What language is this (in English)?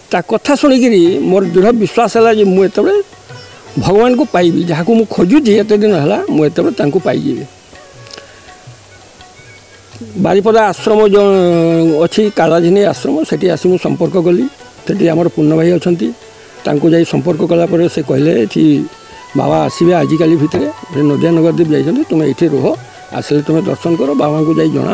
Odia